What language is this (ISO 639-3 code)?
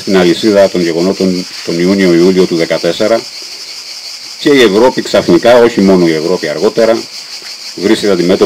ell